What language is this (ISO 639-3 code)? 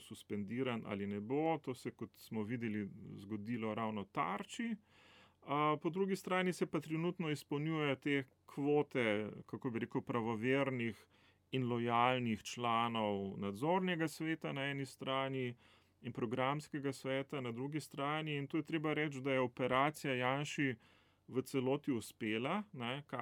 slv